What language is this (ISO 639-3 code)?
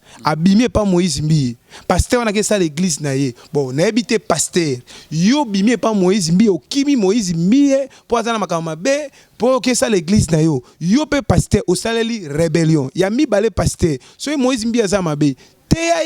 lin